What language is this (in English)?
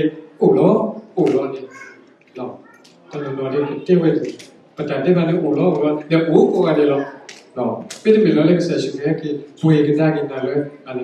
S'gaw Karen